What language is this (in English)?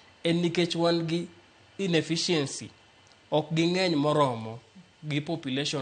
Luo (Kenya and Tanzania)